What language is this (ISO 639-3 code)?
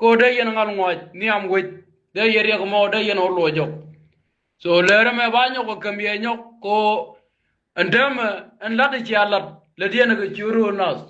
nus